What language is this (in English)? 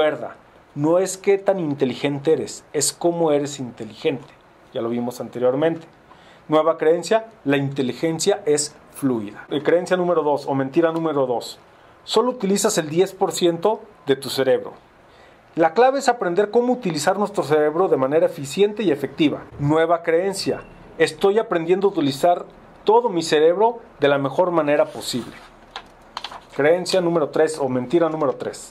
Spanish